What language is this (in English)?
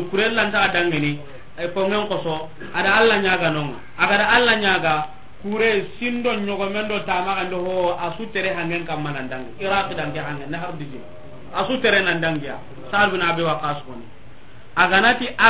Soninke